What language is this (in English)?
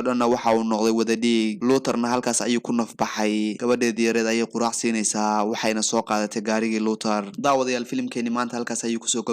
Somali